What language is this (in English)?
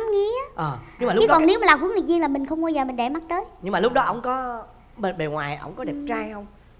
Vietnamese